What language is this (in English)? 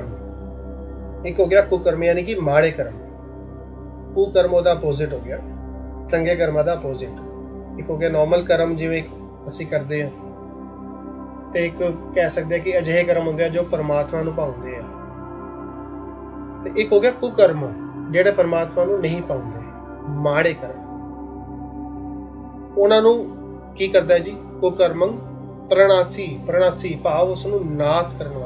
Punjabi